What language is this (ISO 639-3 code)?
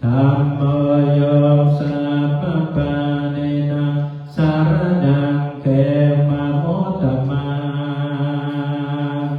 pli